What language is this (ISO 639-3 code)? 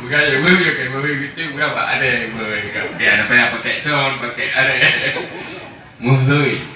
ace